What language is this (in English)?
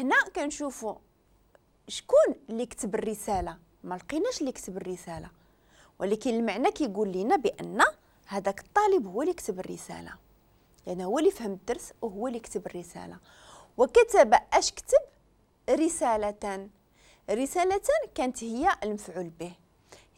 Moroccan Arabic